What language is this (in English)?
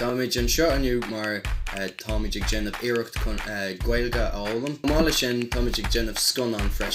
Irish